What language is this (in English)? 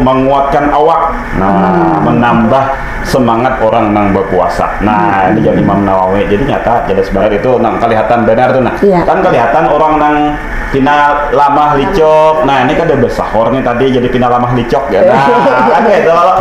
Banjar